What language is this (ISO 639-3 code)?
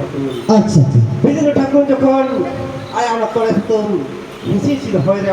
sat